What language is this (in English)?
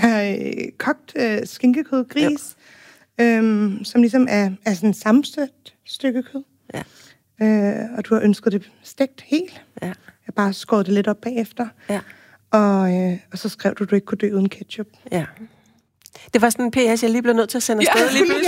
Danish